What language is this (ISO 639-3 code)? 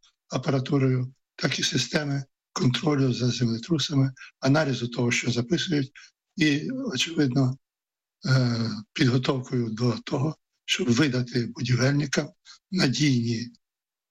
ukr